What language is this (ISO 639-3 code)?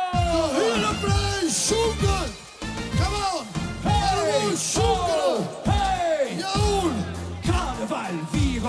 lim